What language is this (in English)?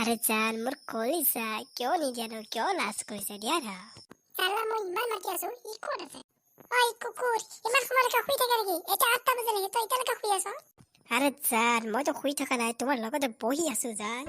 Assamese